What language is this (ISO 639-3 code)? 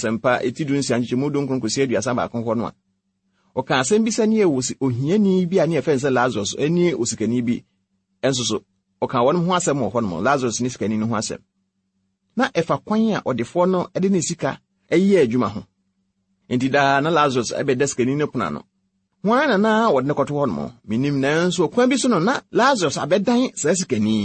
aka